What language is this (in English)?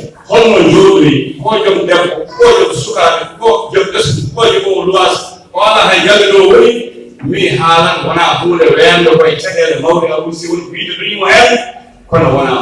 Fula